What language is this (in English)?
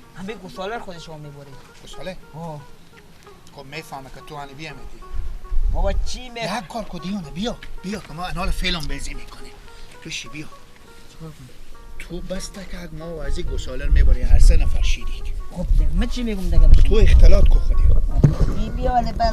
Persian